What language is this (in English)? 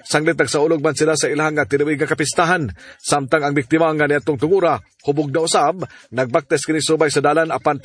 Cebuano